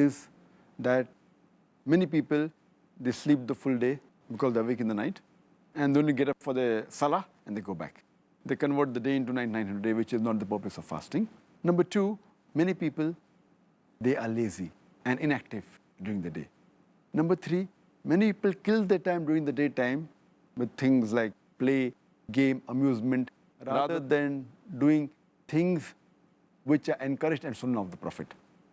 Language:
English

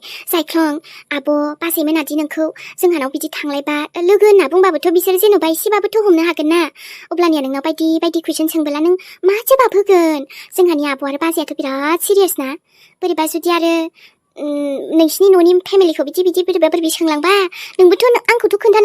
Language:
Bodo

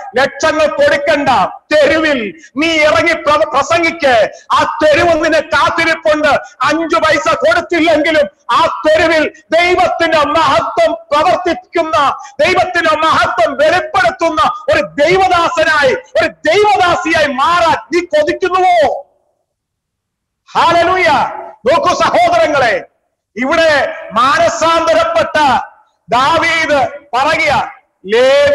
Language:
Malayalam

